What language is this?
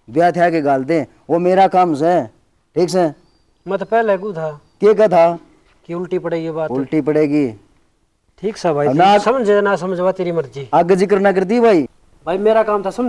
Haryanvi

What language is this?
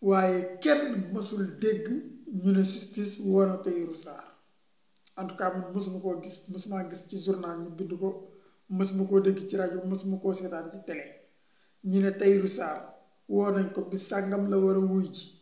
Wolof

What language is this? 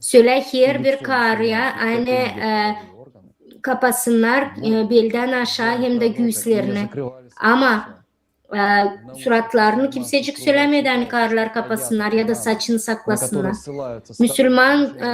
Gagauz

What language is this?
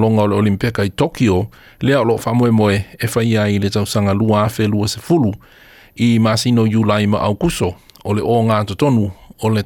Samoan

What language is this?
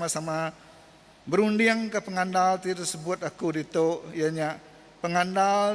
Iban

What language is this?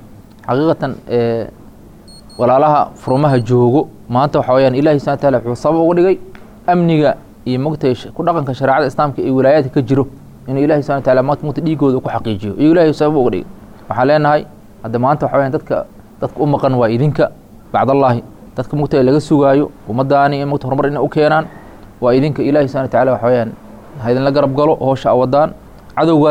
Somali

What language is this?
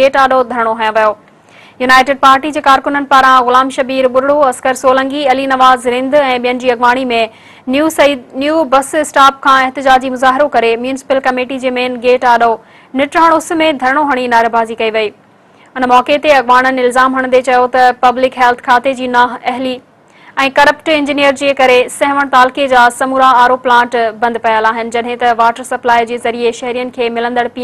Sindhi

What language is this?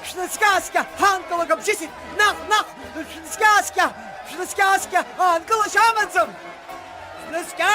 Abkhazian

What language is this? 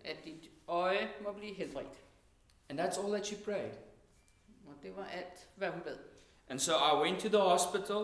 Danish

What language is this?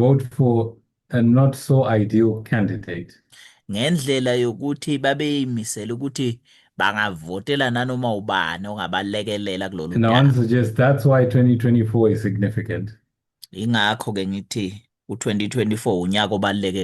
Zulu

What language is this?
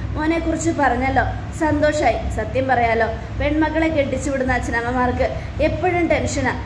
Malayalam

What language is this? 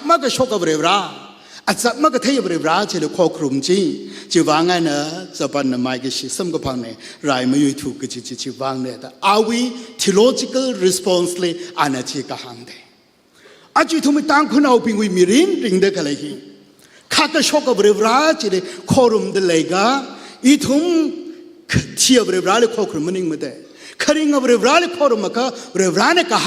Tangkhul Naga (India)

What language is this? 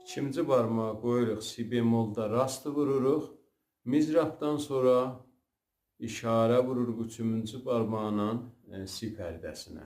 South Azerbaijani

